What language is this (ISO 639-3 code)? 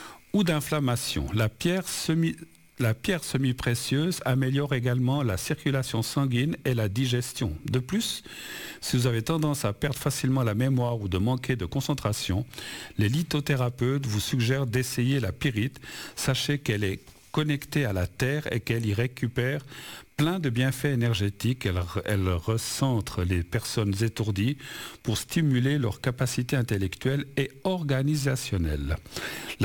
fra